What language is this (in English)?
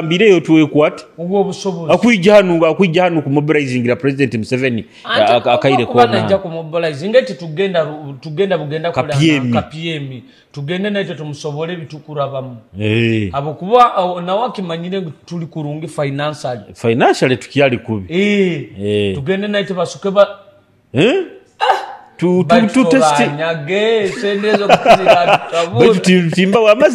Nyoro